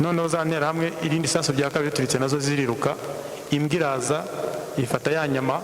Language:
Kinyarwanda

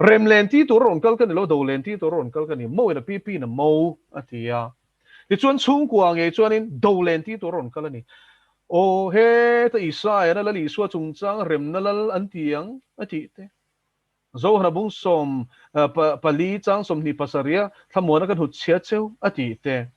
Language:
Mizo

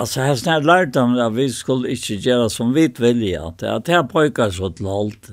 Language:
Faroese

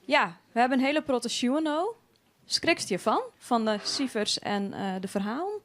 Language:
Western Frisian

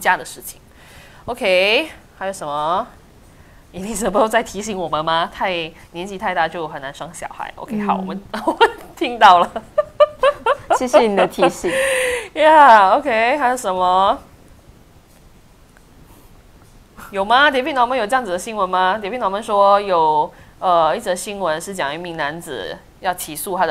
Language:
Chinese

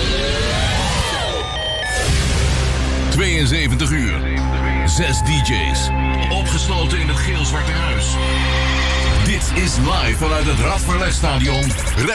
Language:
Dutch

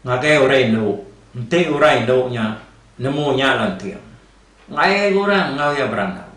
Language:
Iban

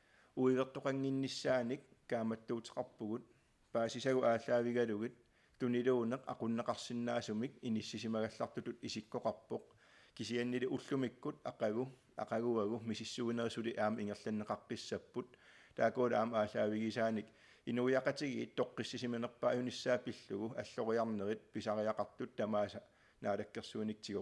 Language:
Kalaallisut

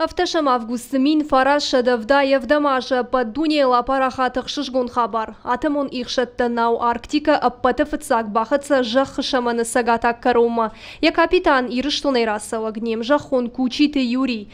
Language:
Ossetic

